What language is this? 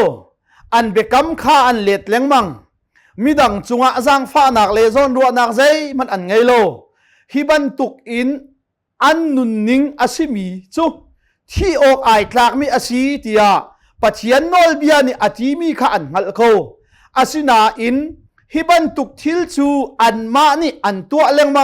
Hakha Chin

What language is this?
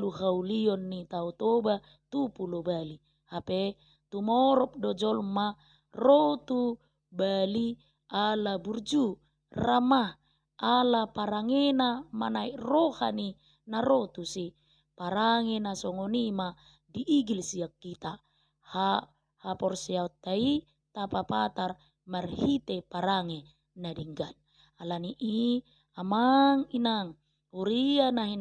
Batak Toba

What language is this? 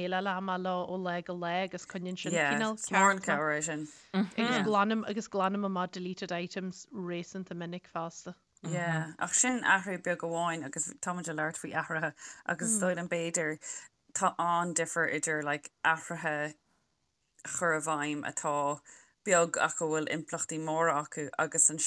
Irish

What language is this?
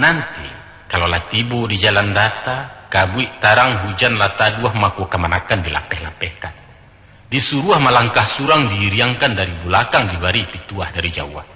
Minangkabau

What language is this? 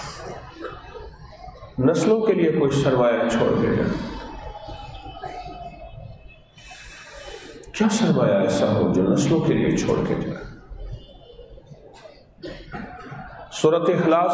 Urdu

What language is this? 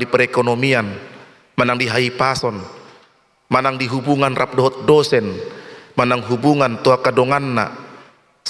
Batak Toba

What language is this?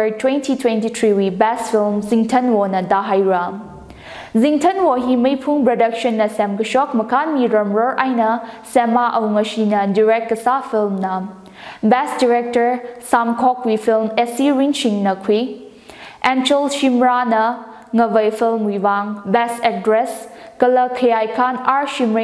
Tangkhul Naga (India)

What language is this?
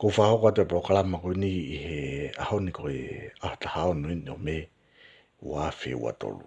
Tongan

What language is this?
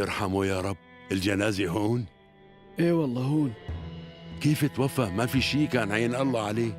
North Levantine Arabic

